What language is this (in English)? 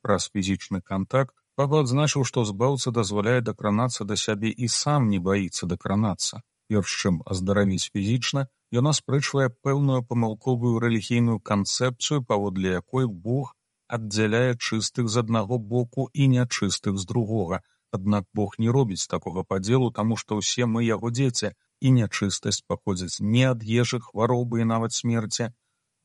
Belarusian